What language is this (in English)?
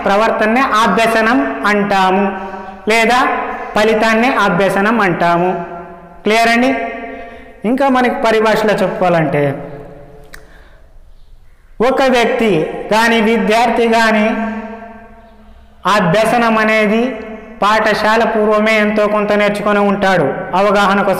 Telugu